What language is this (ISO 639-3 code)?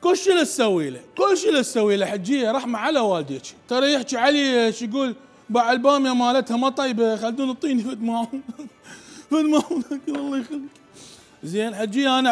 acm